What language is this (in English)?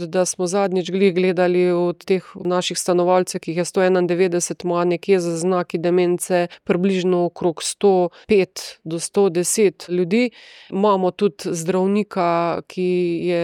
Slovenian